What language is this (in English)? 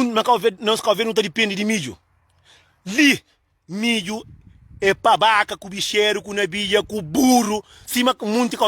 Kabuverdianu